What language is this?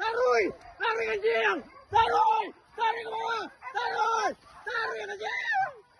Minangkabau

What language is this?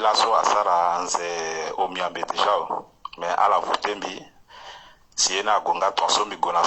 Sango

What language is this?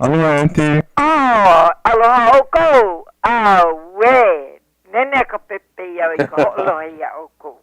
Hawaiian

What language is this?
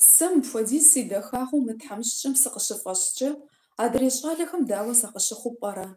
Kabardian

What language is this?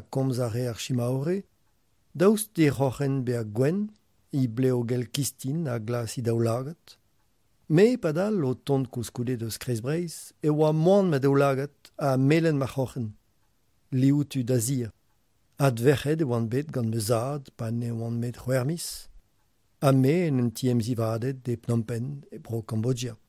Breton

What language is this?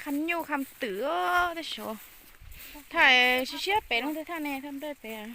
Hmong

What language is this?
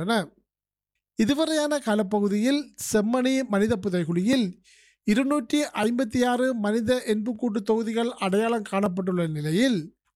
Tamil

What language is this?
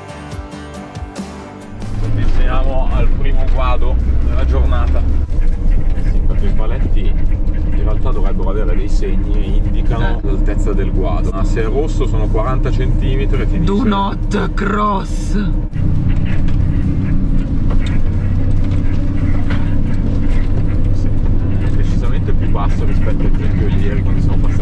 Italian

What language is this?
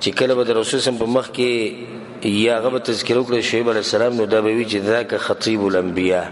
Pashto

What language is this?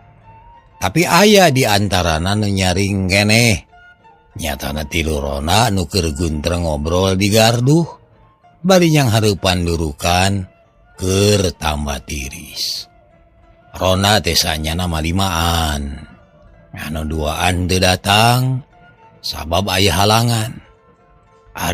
Sundanese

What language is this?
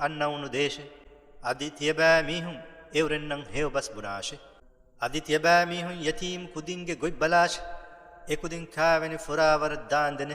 Divehi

